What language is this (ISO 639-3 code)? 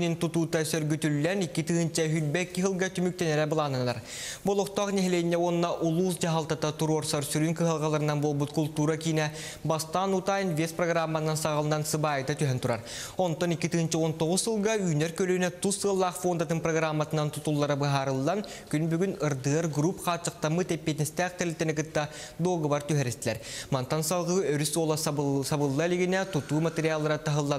sah